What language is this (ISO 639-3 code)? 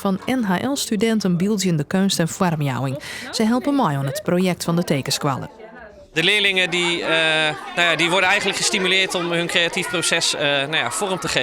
fry